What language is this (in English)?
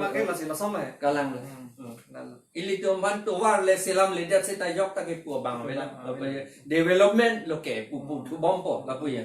Karbi